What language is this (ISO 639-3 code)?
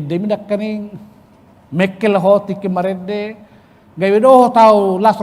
bbc